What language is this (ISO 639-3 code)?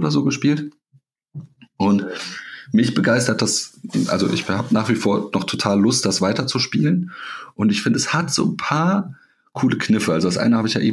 deu